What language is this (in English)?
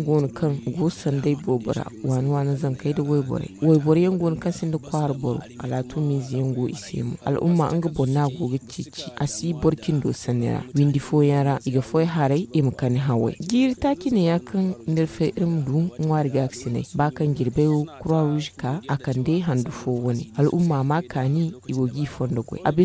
Zarma